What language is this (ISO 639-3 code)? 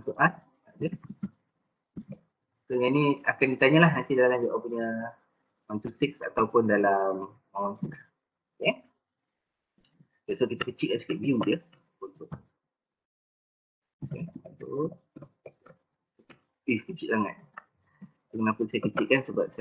msa